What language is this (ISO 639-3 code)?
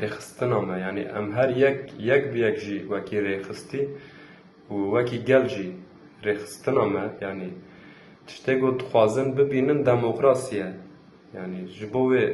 kur